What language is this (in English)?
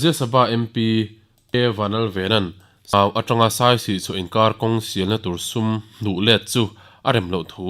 Mizo